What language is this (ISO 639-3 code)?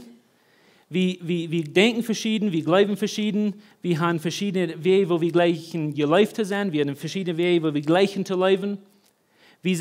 pdt